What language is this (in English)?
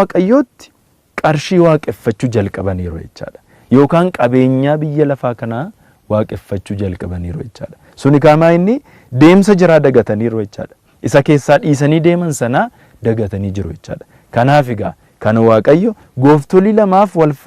Oromo